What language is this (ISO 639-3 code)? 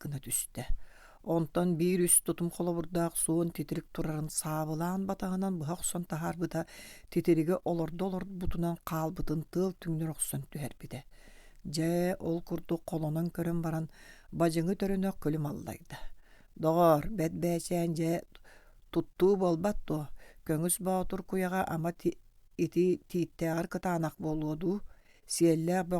sah